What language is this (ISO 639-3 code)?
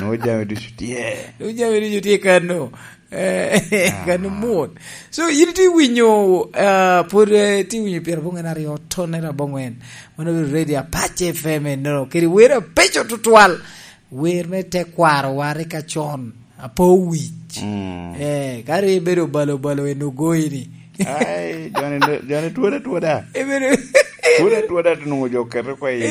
laj